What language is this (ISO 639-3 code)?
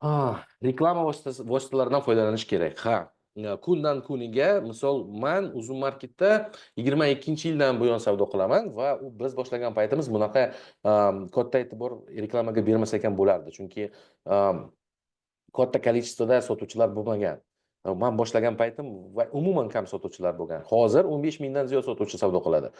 uzb